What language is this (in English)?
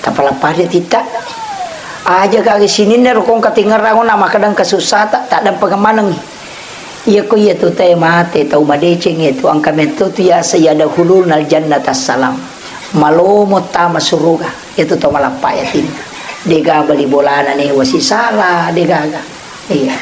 Buginese